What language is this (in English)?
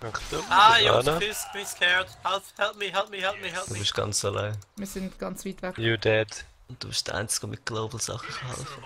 Swiss German